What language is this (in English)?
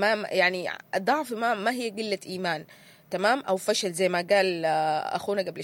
Sudanese Arabic